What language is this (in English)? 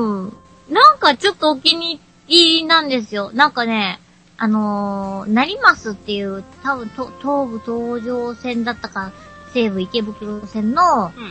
Japanese